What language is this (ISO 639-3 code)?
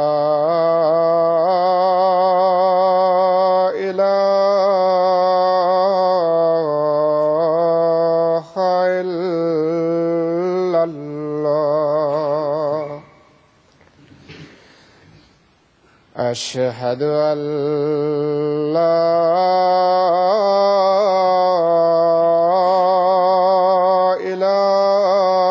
ben